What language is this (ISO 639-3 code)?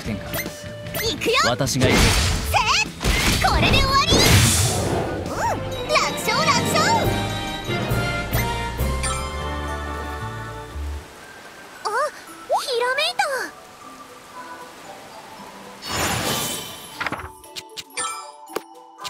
jpn